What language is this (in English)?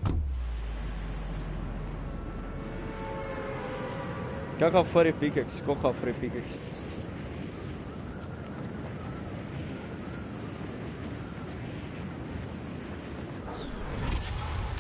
Croatian